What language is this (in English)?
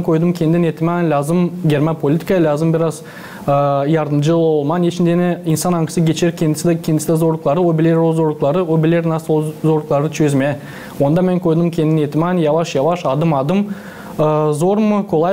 Gagauz